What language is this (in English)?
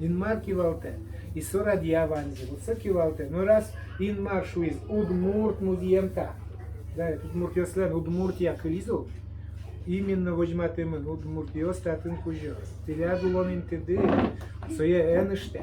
Udmurt